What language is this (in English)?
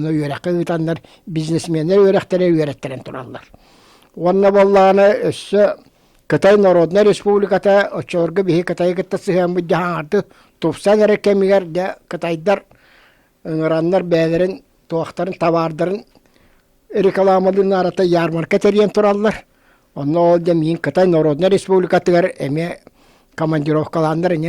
Yakut